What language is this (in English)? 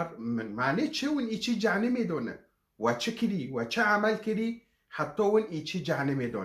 Kurdish